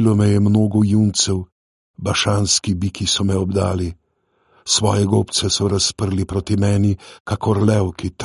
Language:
Slovenian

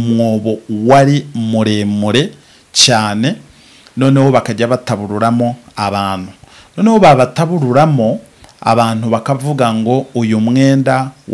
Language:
Kinyarwanda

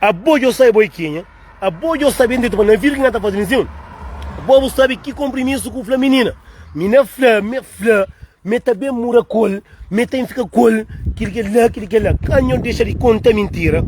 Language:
Kabuverdianu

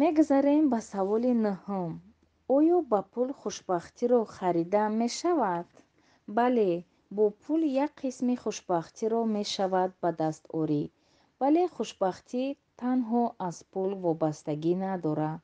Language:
Tajik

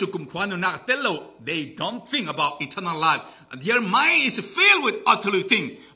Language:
Falam Chin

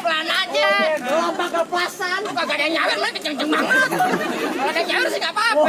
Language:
Betawi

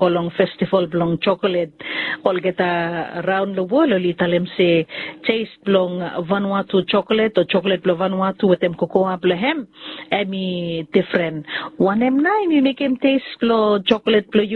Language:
Bislama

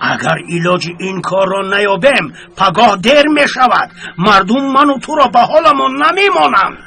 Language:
Tajik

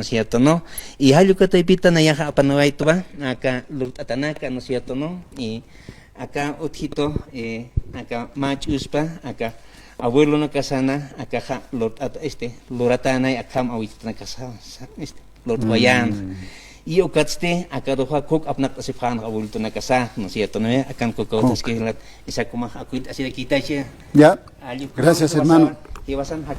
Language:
Aymara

